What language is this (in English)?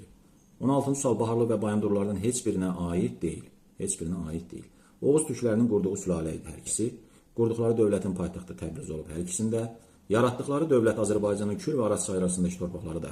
Azerbaijani